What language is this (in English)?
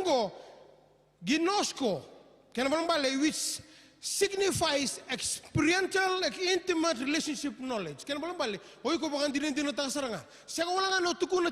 Fijian